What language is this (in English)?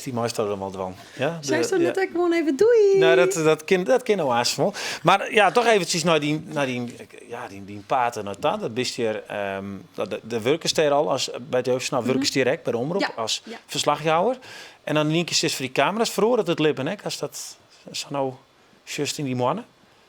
Western Frisian